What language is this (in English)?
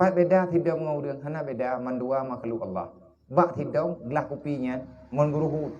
Achinese